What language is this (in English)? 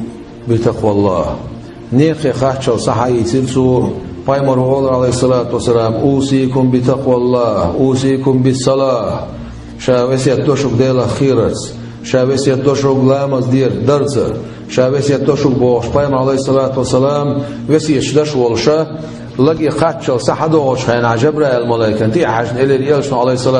Chechen